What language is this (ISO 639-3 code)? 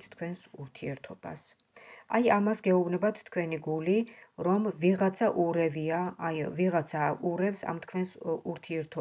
kat